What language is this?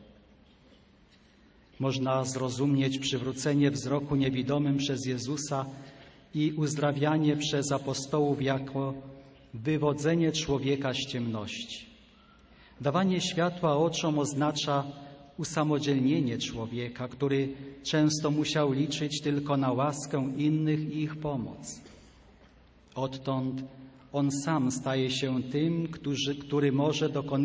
Polish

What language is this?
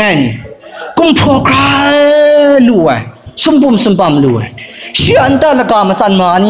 Kachin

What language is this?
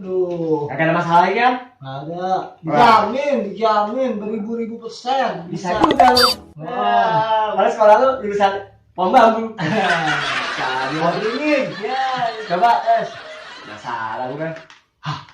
Betawi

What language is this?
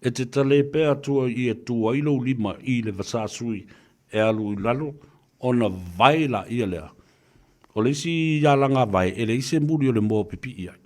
Samoan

